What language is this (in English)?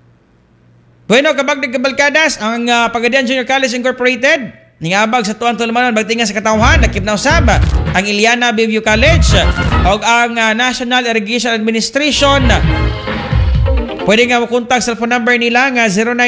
Cebuano